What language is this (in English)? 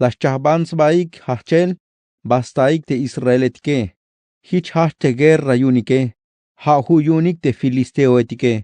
Tzeltal